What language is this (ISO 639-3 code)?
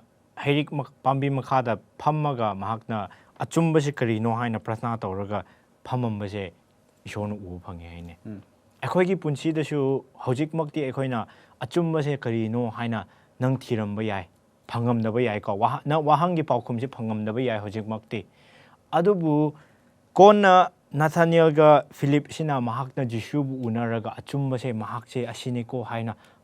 mni